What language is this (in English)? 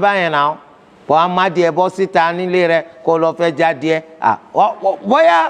Yoruba